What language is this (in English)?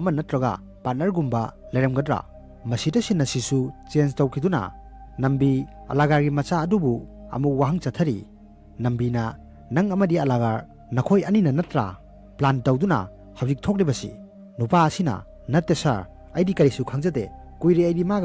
Manipuri